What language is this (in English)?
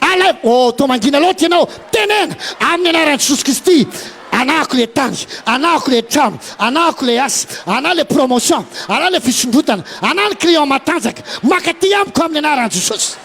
Malagasy